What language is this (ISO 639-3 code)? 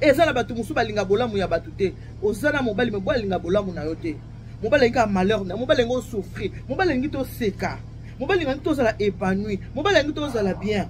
lin